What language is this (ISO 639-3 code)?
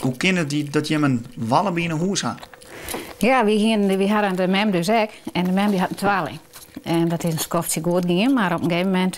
fry